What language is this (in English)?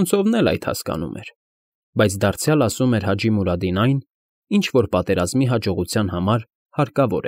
Armenian